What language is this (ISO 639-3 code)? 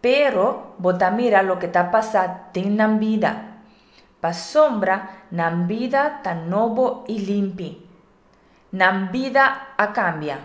pap